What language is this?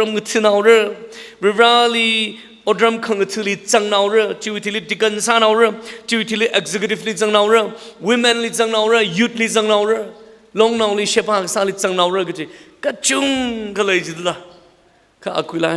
Tangkhul Naga (India)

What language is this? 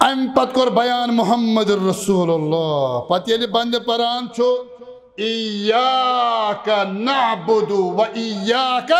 Kashmiri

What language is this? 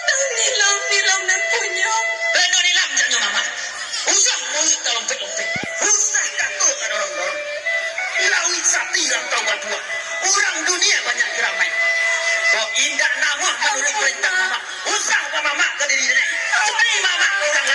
Minangkabau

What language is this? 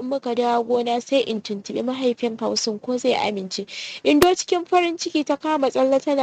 Hausa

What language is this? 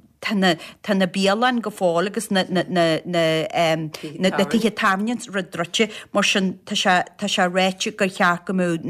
Irish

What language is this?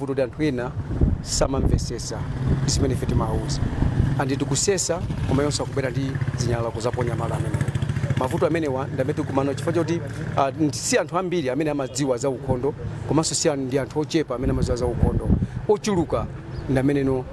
Nyanja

